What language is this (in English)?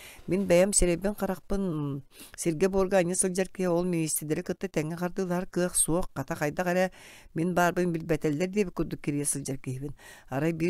Yakut